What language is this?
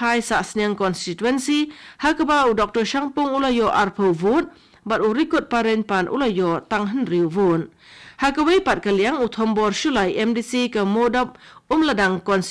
Khasi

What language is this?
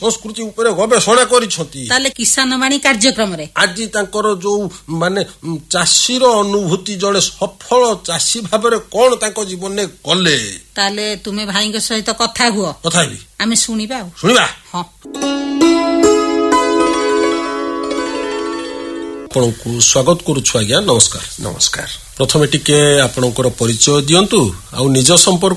Odia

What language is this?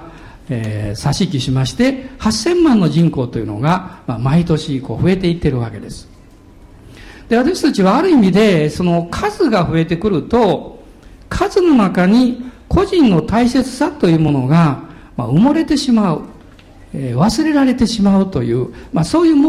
Japanese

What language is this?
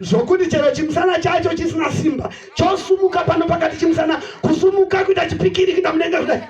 Shona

